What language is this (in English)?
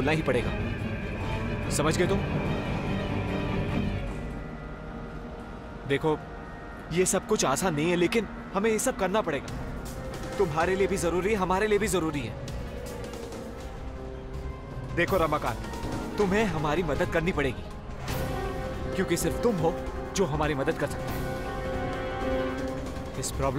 Hindi